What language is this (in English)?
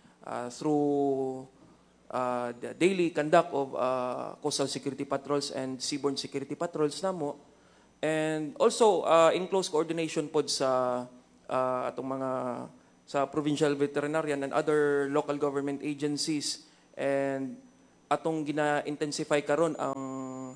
Cebuano